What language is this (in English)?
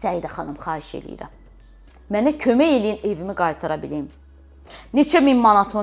Azerbaijani